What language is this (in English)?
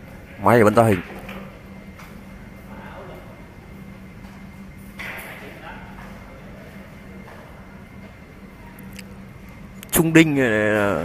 Vietnamese